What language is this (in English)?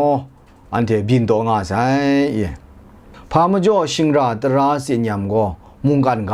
Kachin